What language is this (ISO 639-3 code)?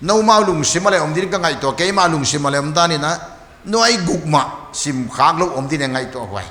pck